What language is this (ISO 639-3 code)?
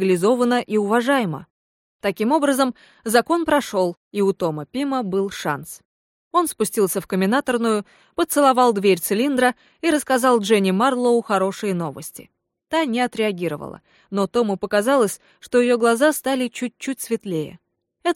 rus